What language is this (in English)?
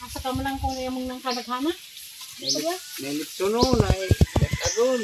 Cebuano